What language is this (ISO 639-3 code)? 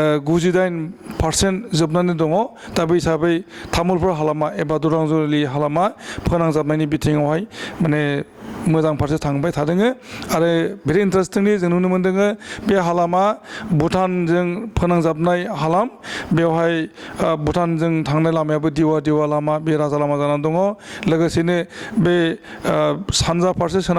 brx